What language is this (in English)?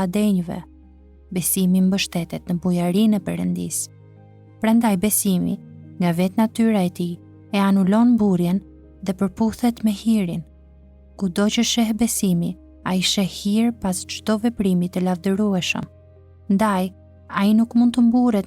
Albanian